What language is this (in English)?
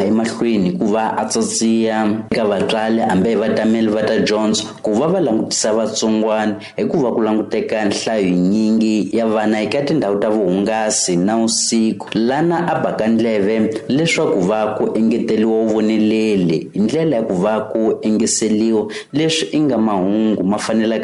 Tsonga